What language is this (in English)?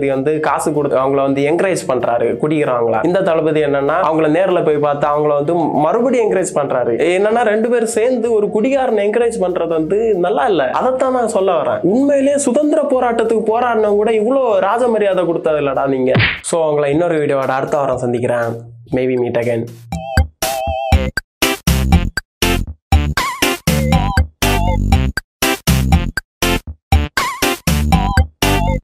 Tamil